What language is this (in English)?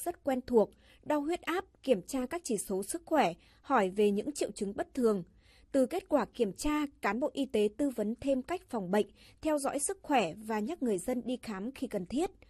Vietnamese